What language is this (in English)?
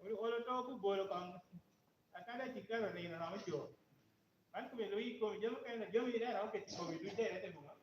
Lango (Uganda)